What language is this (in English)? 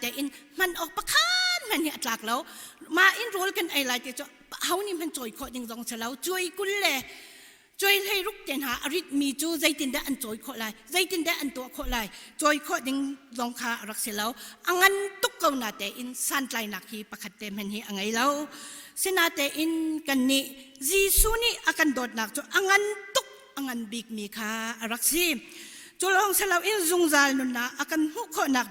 Hakha Chin